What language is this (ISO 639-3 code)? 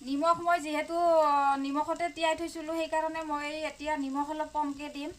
asm